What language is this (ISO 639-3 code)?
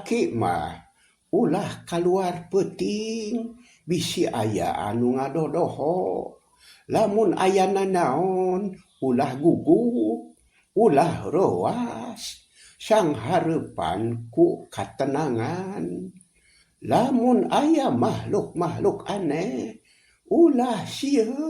sun